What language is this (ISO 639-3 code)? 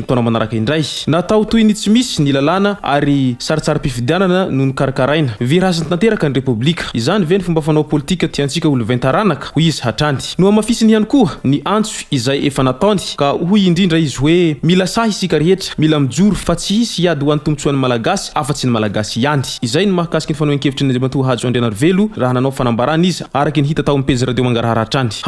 mlg